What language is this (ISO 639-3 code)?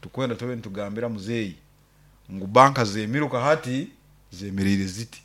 nyn